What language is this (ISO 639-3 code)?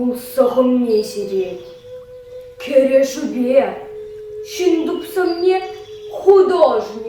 chv